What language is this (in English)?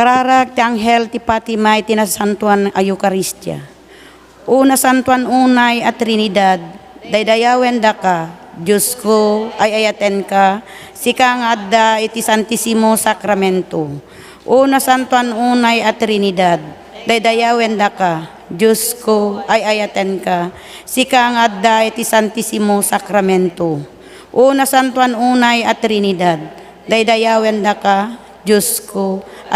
Iloko